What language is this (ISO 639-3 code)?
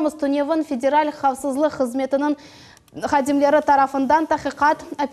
crh